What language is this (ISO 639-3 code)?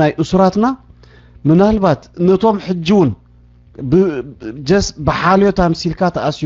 tir